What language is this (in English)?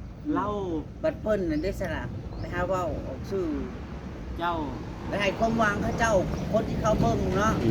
Northeastern Thai